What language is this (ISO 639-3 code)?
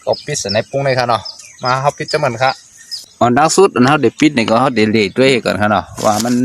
shn